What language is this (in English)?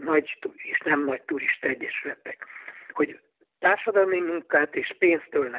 Hungarian